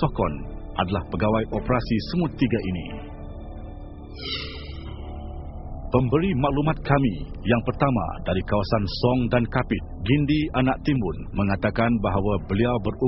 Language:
Malay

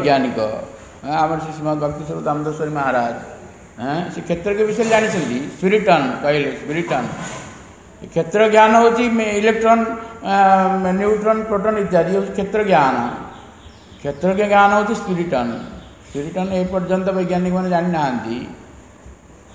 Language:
Odia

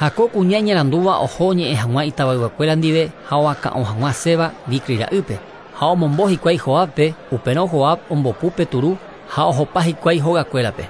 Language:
Guarani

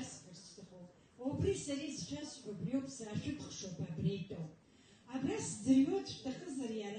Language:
Abkhazian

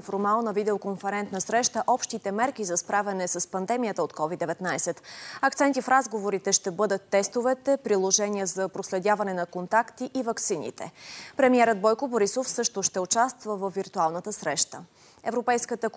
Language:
Bulgarian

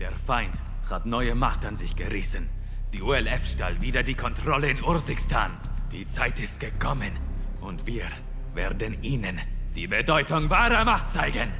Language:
Bavarian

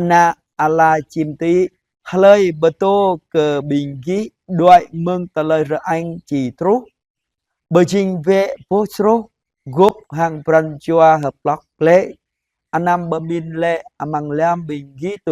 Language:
Jarai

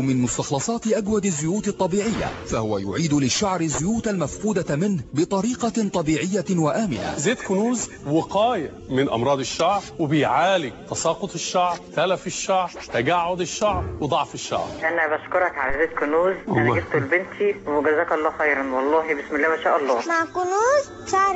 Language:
Egyptian Arabic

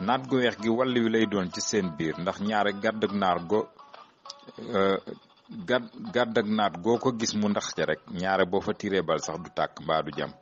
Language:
Wolof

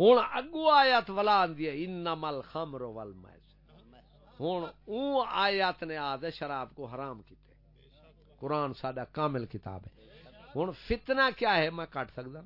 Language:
Saraiki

